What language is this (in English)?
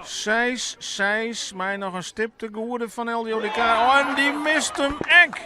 Western Frisian